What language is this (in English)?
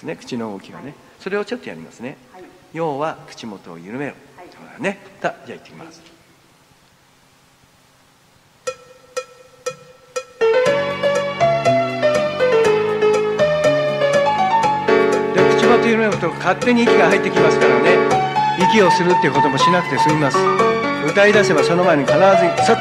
Japanese